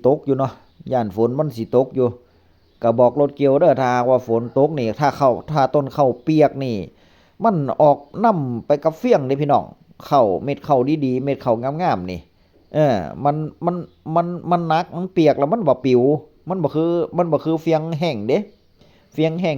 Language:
Northeastern Thai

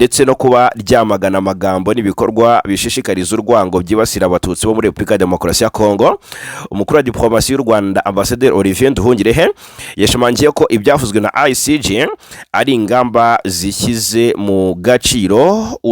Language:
Kinyarwanda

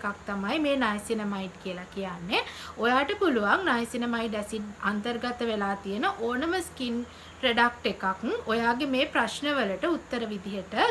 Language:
Sinhala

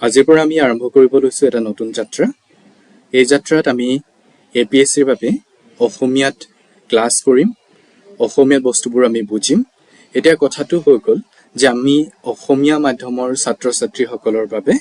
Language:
Assamese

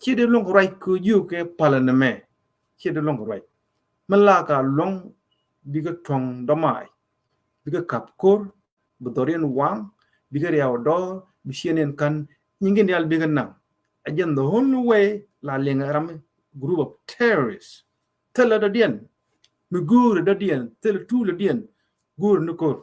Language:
Nuer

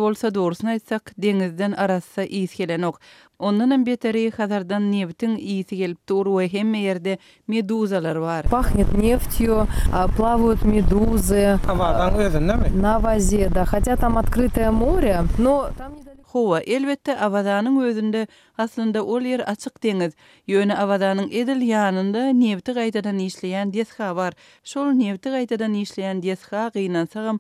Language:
Turkmen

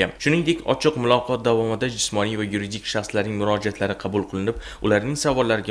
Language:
Uzbek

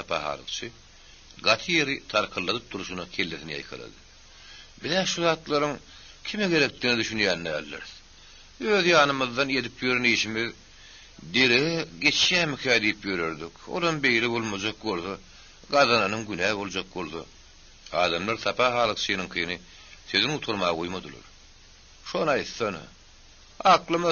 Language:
Turkmen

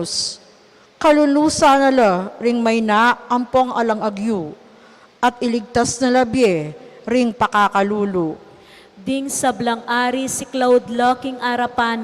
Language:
Pampanga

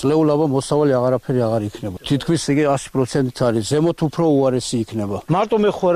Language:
Georgian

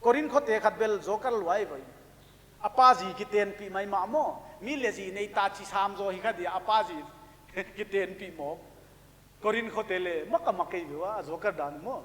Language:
Paite Chin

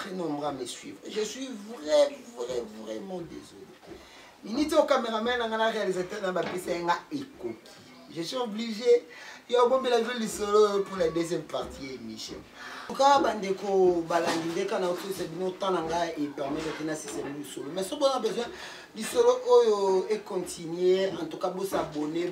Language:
Lingala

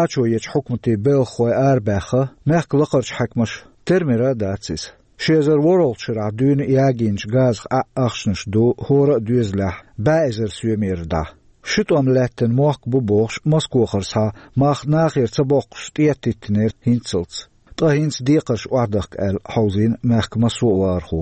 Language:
Chechen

